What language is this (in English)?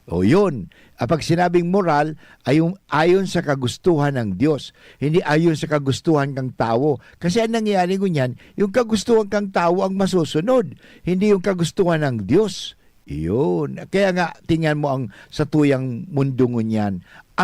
Bikol